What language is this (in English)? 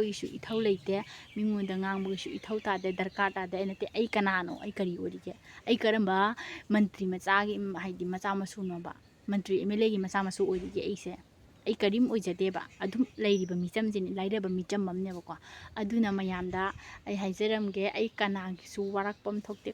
Manipuri